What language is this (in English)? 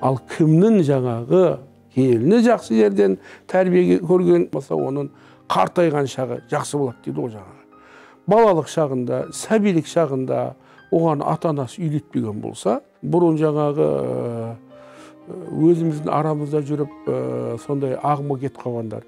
Kyrgyz